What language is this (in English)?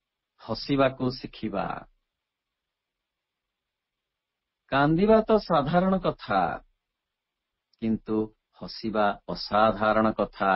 Odia